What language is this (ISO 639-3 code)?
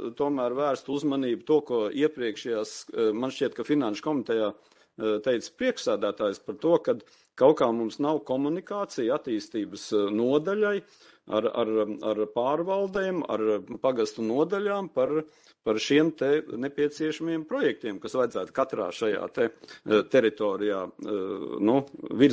lav